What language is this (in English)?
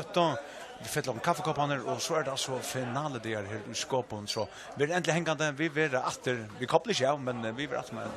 Faroese